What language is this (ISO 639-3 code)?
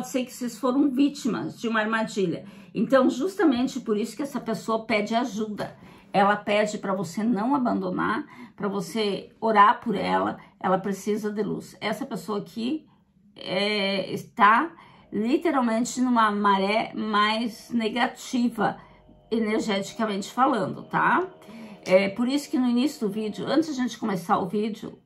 por